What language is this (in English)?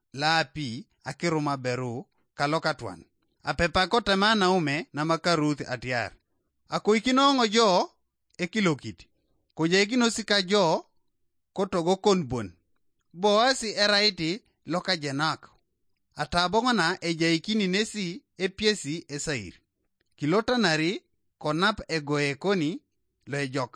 Teso